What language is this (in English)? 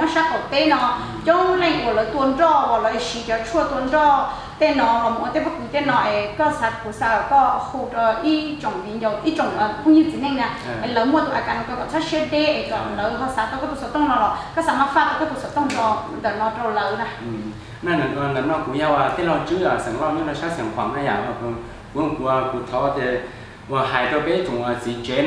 Hmong